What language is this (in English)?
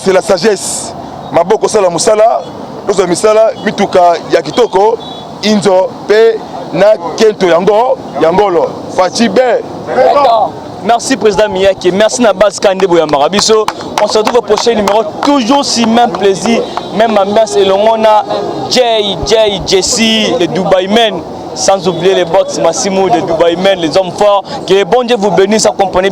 Lingala